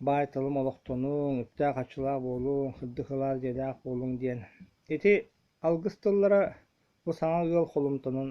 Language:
Yakut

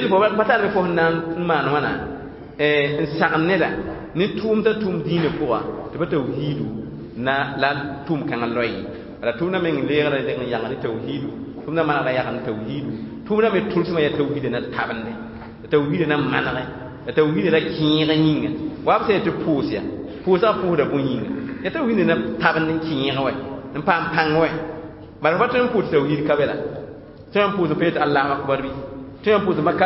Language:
Mossi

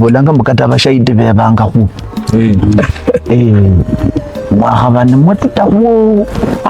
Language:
Luyia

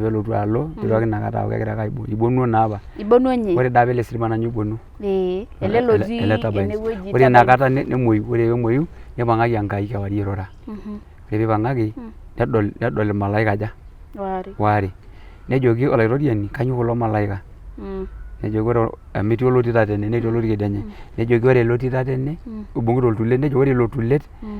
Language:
Masai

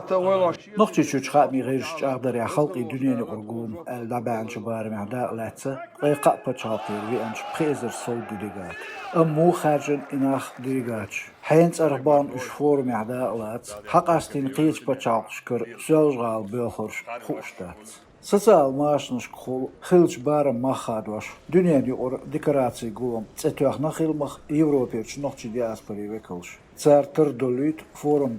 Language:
Chechen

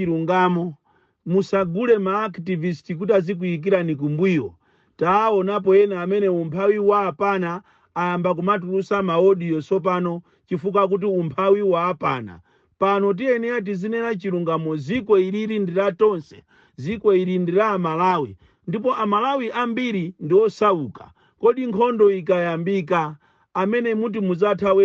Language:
Nyanja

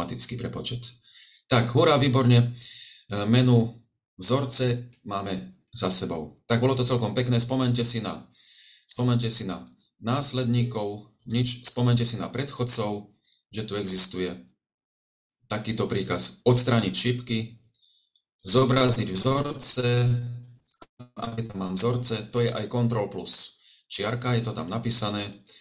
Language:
Slovak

